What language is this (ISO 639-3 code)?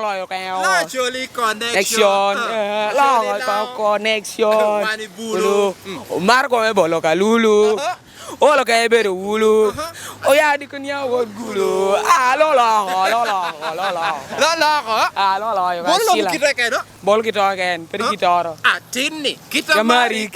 laj